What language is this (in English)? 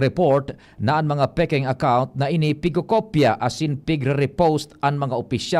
Bikol